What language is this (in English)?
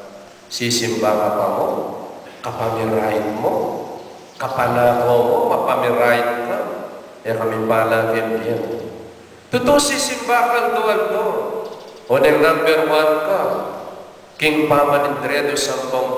Pampanga